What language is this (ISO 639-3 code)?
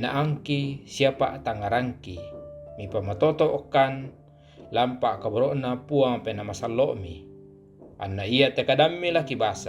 sda